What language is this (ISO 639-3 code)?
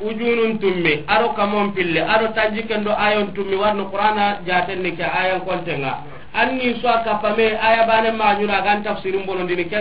snk